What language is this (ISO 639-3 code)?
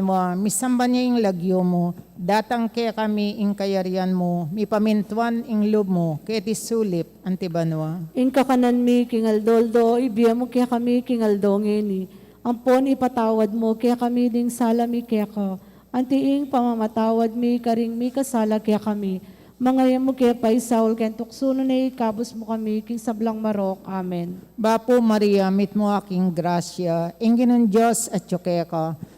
pam